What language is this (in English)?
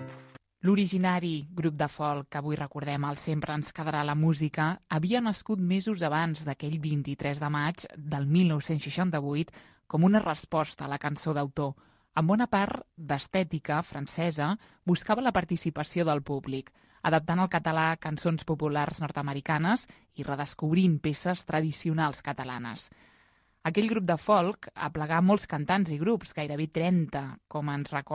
Catalan